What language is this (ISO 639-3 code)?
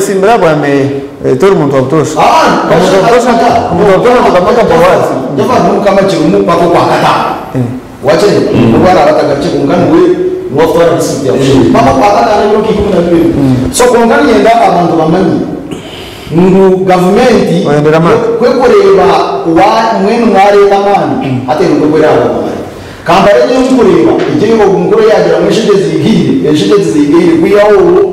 nyn